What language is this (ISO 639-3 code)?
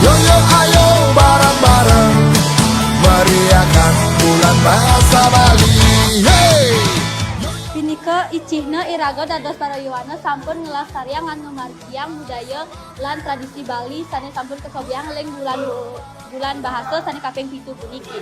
ban